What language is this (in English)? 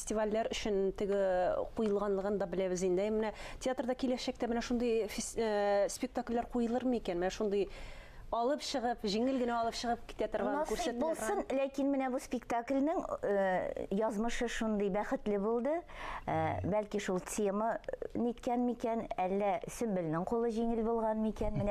Tatar